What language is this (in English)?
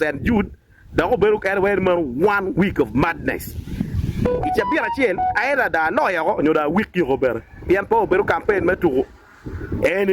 Acoli